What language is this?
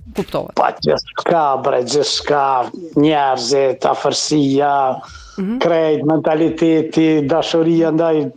Albanian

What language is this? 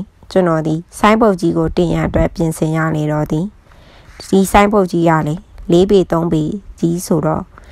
Burmese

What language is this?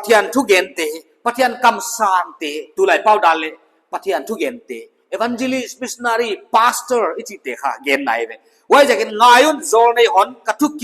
Paite Chin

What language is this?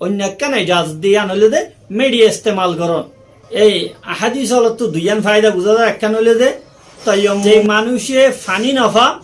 Rohingya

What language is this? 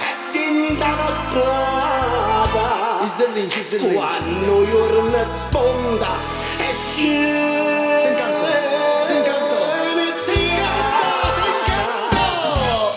Neapolitan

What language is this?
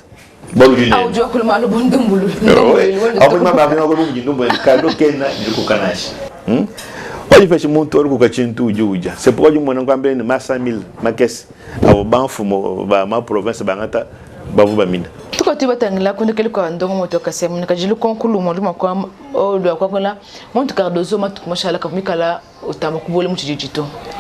Luba-Lulua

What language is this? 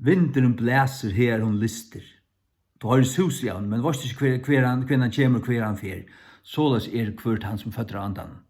Faroese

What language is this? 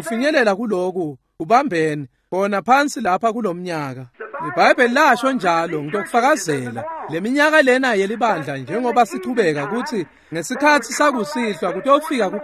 Swati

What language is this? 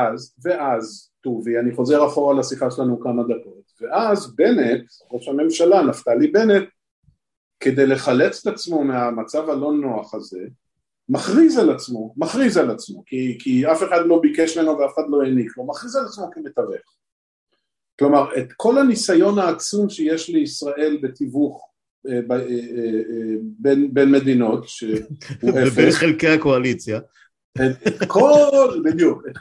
Hebrew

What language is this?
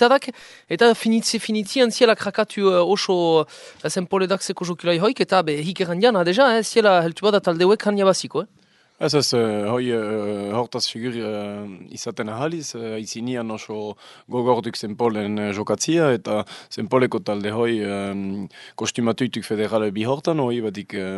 Basque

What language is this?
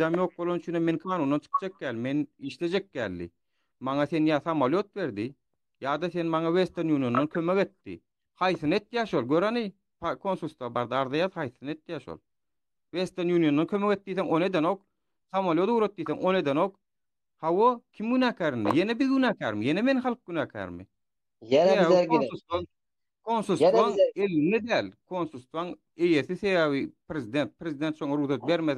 Turkmen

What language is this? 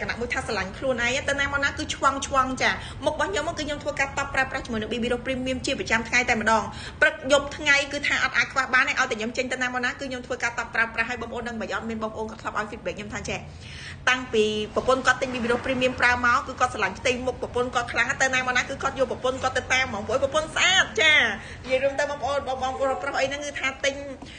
Khmer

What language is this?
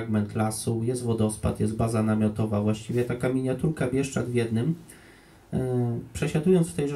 Polish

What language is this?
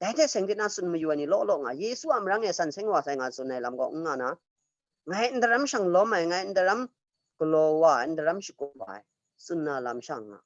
Kachin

